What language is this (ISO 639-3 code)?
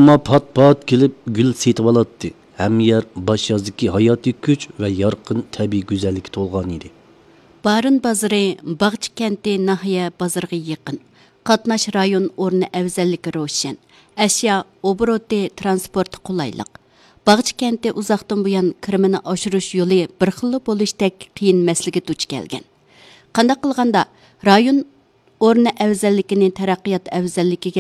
uig